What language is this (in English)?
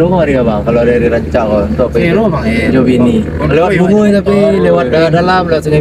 Minangkabau